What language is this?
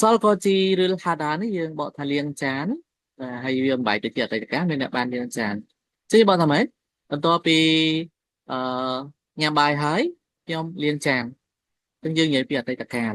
Khmer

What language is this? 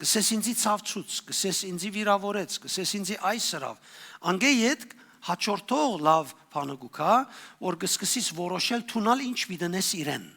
Western Armenian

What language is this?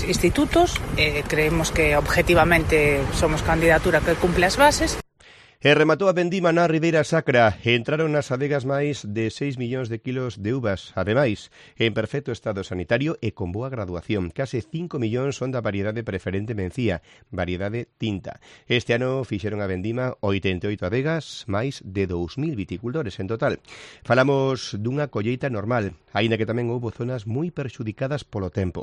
Galician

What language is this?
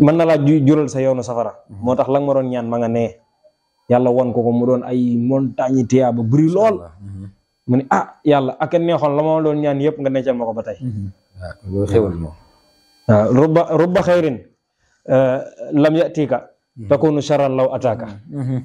Wolof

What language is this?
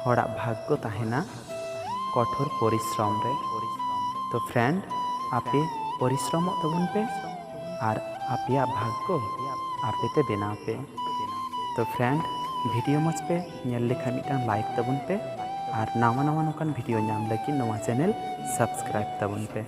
Santali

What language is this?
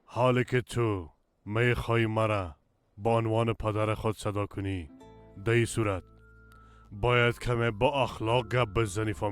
Persian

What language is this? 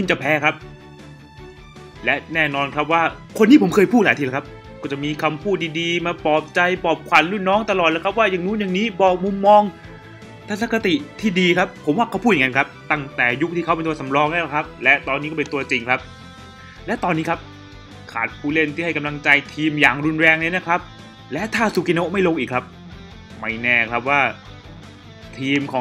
Thai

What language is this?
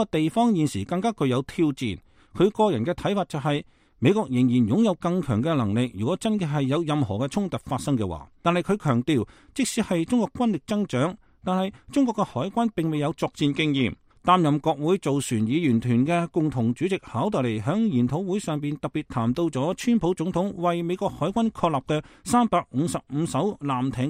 Cantonese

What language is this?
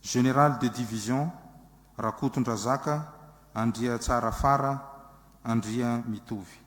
Malagasy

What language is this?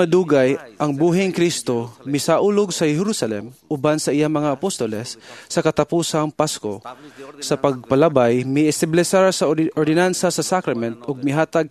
Cebuano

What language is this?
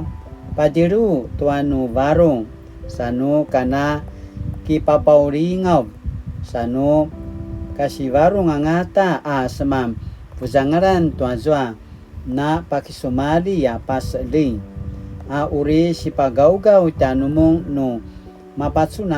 Paiwan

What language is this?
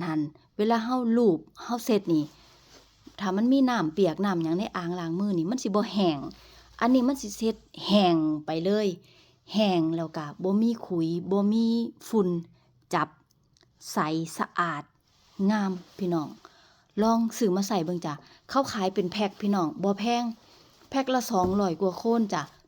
Northeastern Thai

